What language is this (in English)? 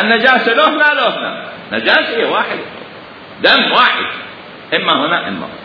Mesopotamian Arabic